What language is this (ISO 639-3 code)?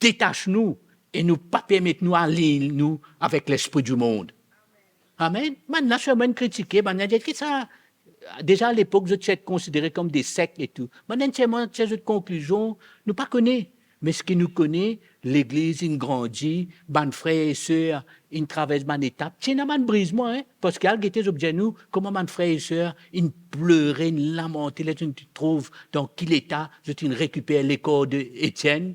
mfe